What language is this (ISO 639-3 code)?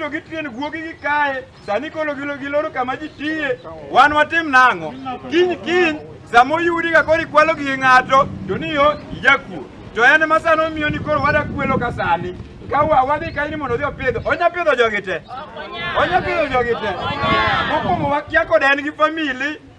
luo